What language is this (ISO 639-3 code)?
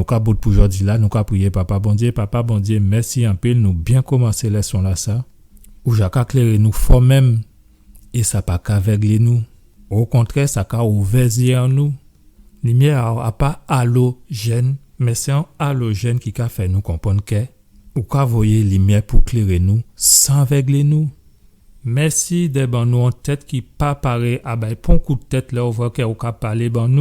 gcf